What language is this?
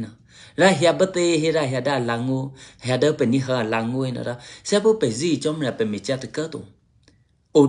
Eastern Kayah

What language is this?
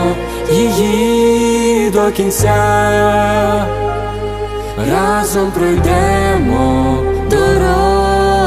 Ukrainian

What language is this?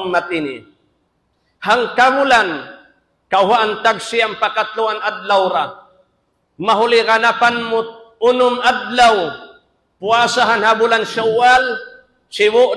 Tausug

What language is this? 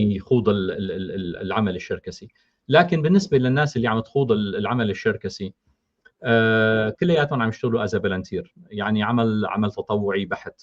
North Levantine Arabic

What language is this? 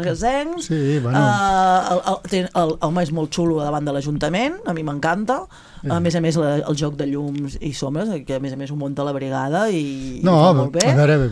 Catalan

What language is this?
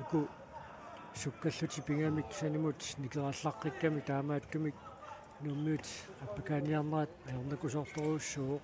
Kalaallisut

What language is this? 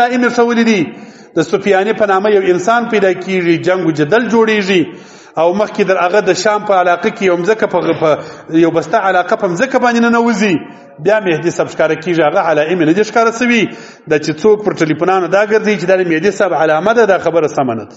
Pashto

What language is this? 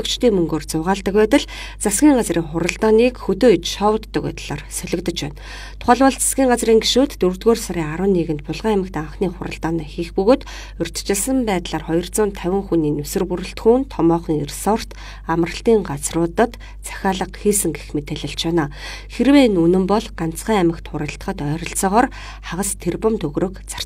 Mongolian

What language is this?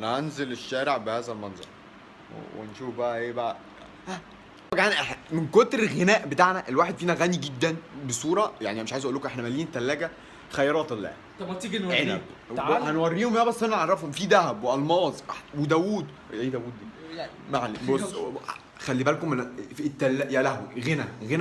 Egyptian Arabic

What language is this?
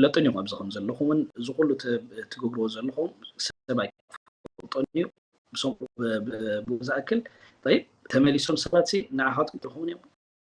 Tigrinya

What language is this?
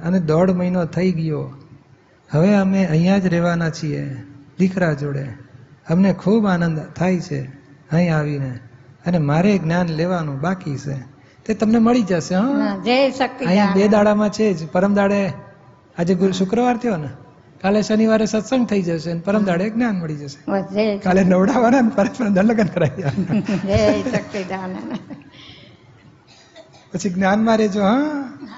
Gujarati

